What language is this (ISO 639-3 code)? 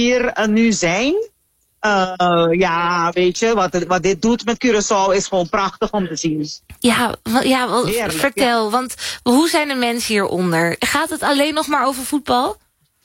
nld